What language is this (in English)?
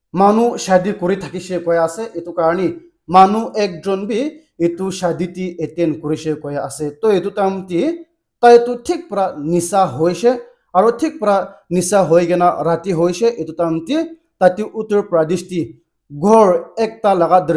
Naga Pidgin